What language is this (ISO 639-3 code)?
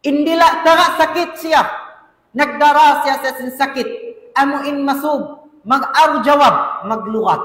tsg